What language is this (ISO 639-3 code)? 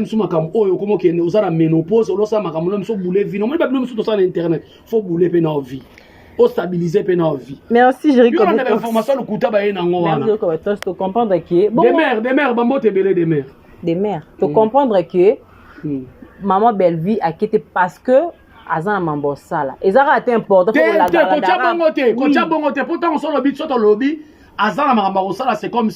lin